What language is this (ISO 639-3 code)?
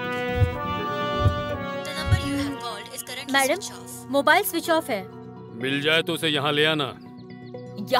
hin